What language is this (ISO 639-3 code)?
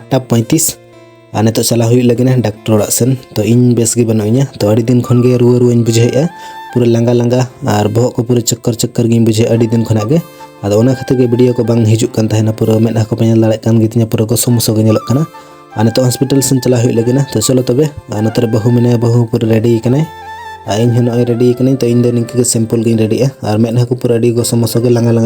sat